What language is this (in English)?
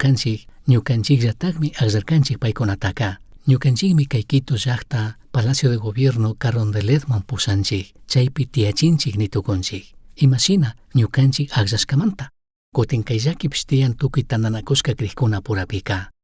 Chimborazo Highland Quichua